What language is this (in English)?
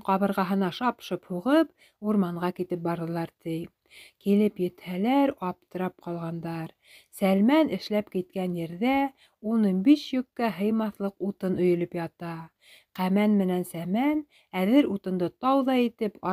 Bashkir